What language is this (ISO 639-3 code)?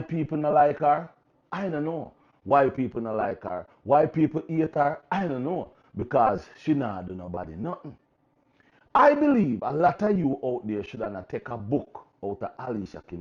jam